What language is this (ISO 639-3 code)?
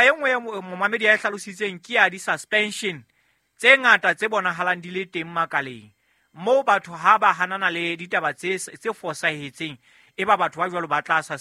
sot